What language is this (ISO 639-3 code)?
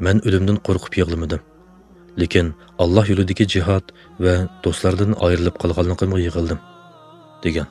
uig